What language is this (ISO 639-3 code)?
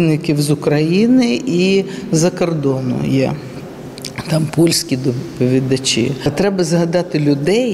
ukr